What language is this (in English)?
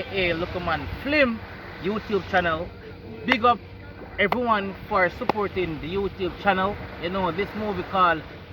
Jamaican Creole English